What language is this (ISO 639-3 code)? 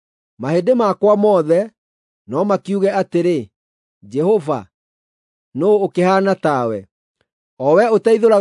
kik